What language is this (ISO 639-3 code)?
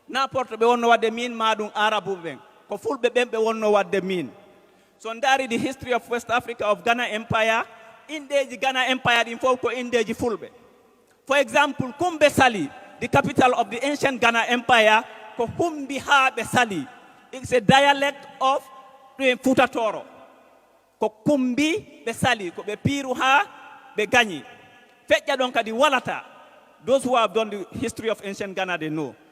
ful